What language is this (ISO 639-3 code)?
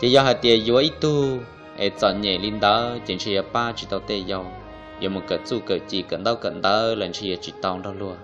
hmn